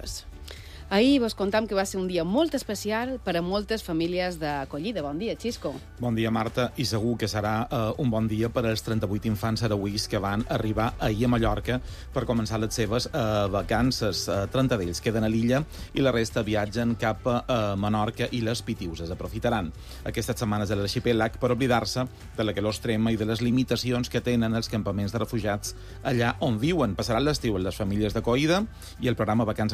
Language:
Catalan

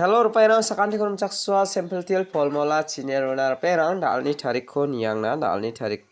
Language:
Garo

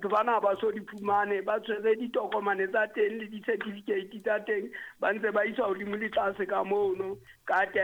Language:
Southern Sotho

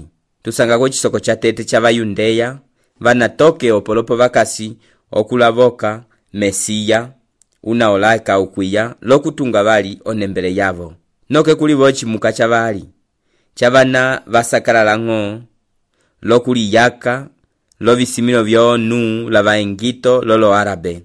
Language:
Umbundu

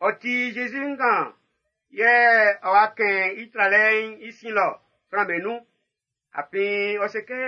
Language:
Baoulé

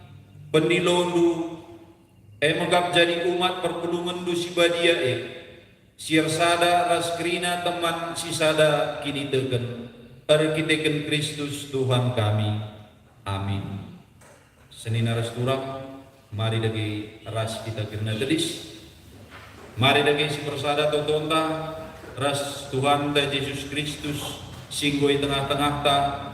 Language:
Batak Karo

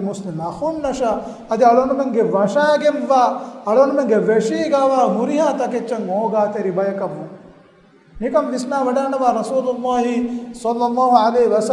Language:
Divehi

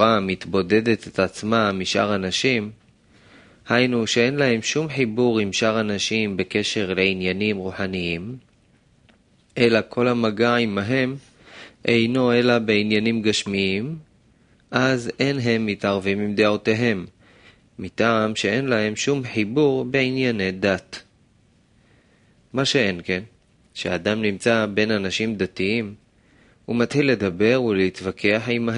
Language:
Hebrew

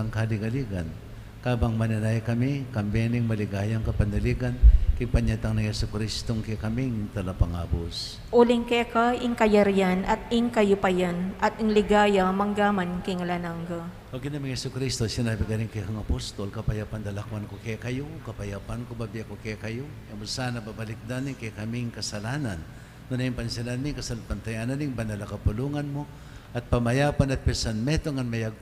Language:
Pampanga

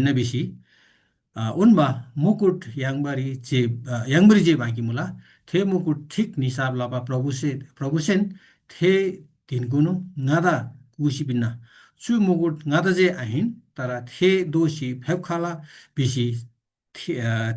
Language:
Eastern Tamang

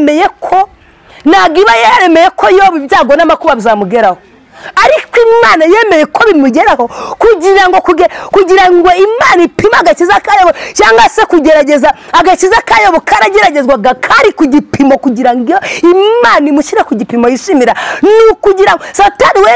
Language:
Kinyarwanda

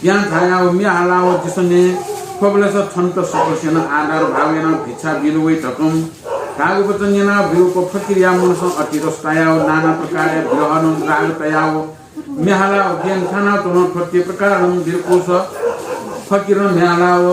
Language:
Newari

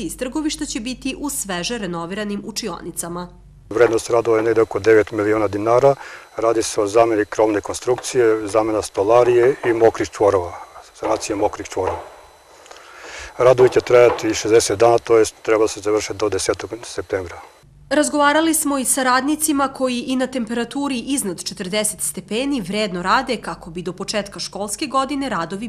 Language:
Serbian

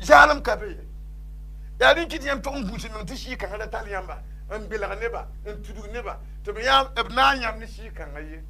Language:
Mossi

